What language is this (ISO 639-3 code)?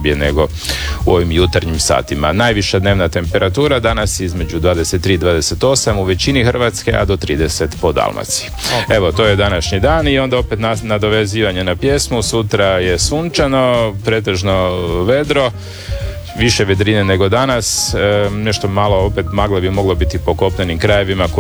hrv